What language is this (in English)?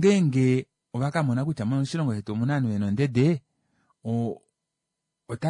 Kuanyama